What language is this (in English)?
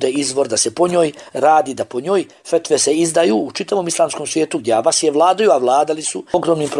Bosnian